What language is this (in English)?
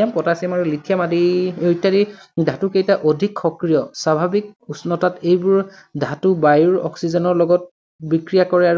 Assamese